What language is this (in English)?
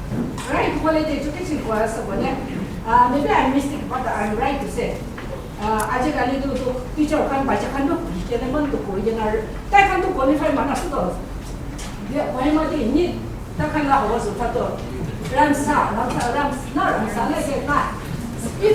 Naga Pidgin